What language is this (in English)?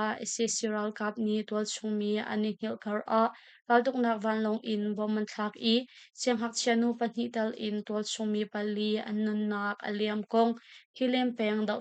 Hakha Chin